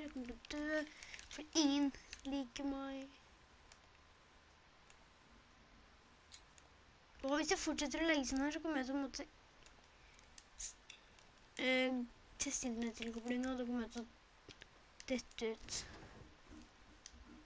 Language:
Norwegian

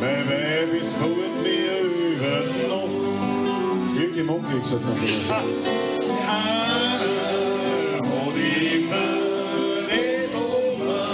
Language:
Bavarian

